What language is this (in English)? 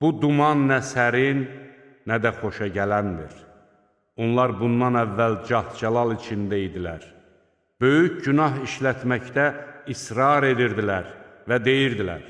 Azerbaijani